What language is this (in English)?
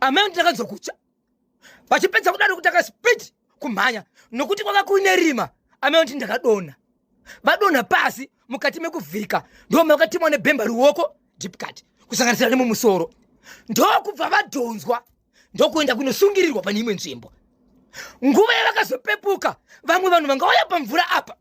Shona